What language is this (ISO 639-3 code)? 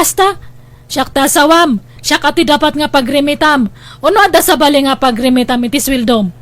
ilo